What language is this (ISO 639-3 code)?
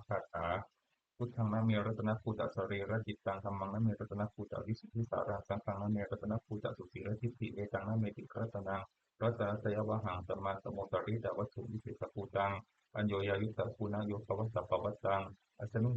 pli